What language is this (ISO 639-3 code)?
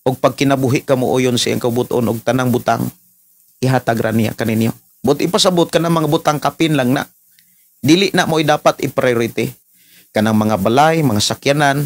ceb